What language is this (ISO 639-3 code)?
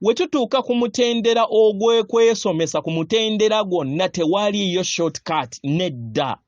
lug